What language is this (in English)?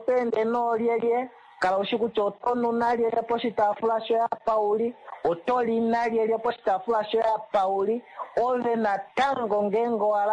Kuanyama